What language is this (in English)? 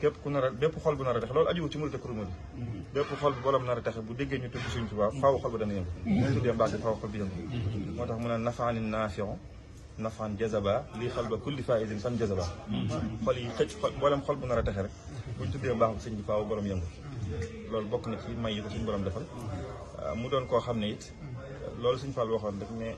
Wolof